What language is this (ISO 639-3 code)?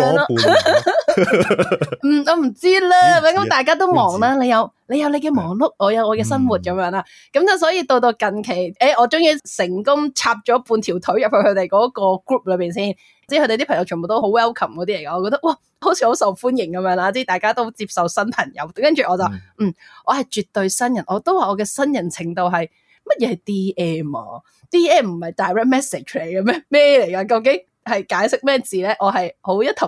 yue